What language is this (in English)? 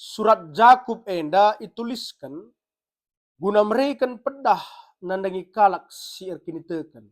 Batak Karo